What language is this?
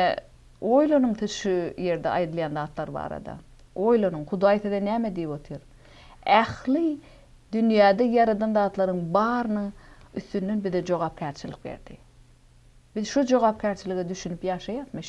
Turkmen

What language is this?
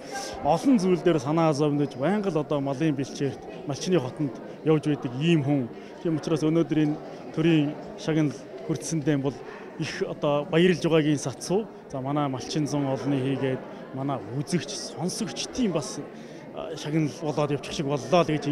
Mongolian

